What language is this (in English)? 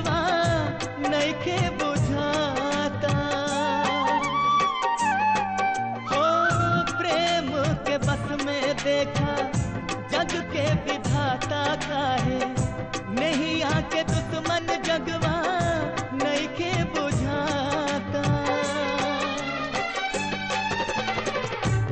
Bhojpuri